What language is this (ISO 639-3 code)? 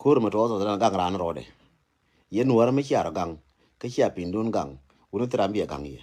nus